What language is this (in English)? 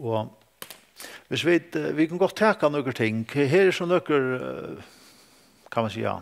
Faroese